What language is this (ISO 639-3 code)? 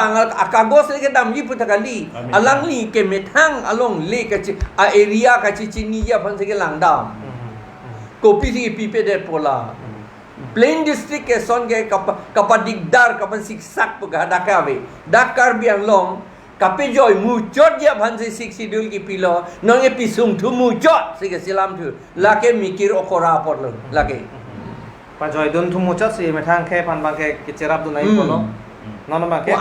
mjw